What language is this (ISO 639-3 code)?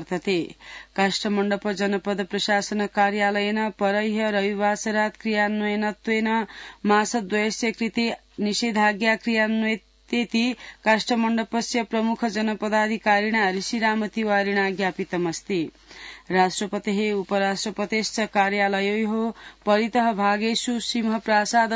san